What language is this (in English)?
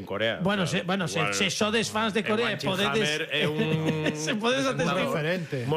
Galician